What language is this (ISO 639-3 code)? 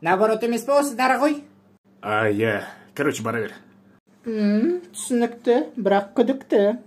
kaz